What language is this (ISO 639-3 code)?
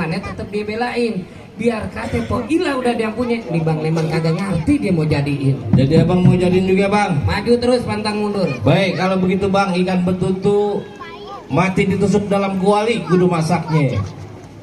bew